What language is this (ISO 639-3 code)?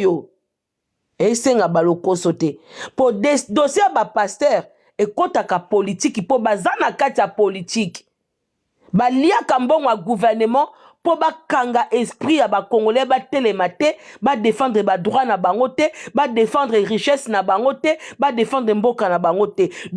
lin